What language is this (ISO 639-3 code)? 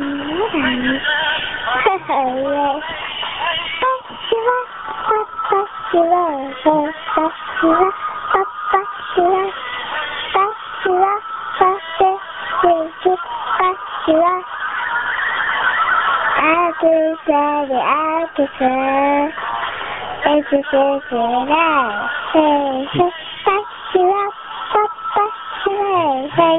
jpn